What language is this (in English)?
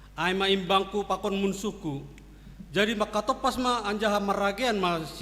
Batak Simalungun